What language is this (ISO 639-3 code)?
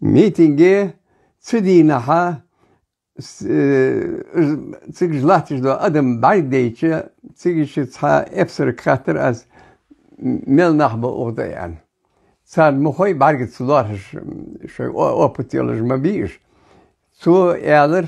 inh